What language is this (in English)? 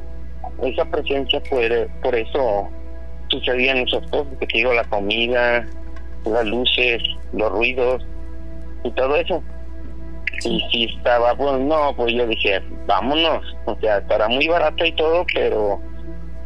Spanish